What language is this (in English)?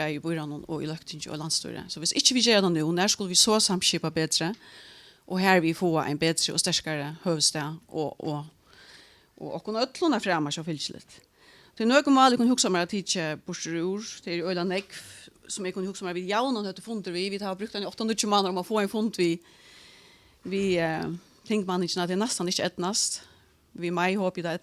Faroese